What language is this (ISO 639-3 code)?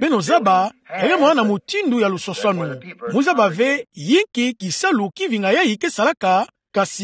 ktu